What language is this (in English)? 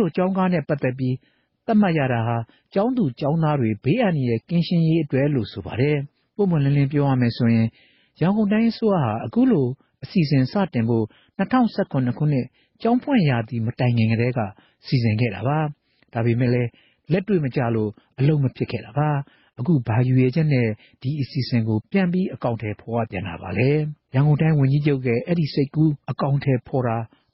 Burmese